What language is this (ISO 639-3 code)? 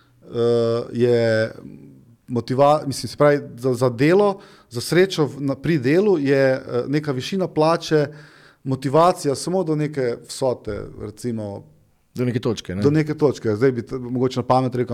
slv